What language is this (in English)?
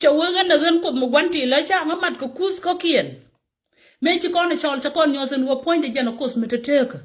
Nuer